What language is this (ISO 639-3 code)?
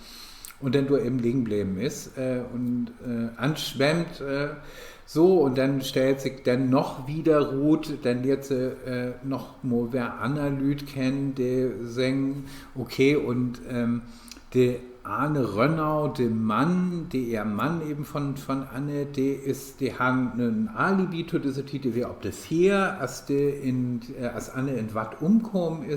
nds